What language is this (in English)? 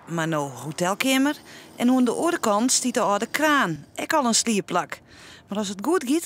Western Frisian